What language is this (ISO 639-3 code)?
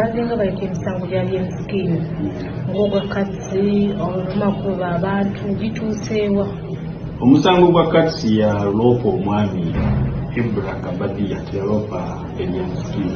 lug